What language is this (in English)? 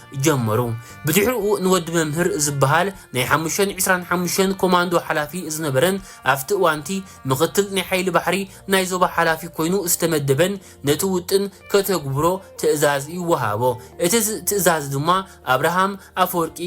Tigrinya